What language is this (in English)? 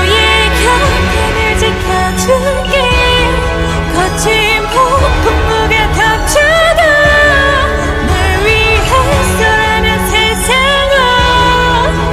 Korean